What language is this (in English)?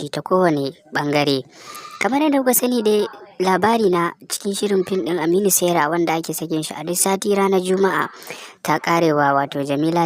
Hausa